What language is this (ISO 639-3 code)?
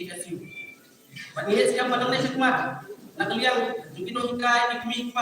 kha